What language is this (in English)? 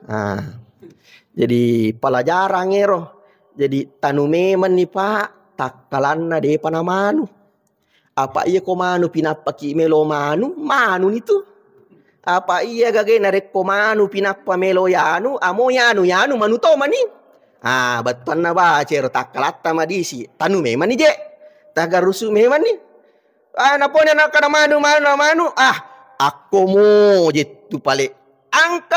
Buginese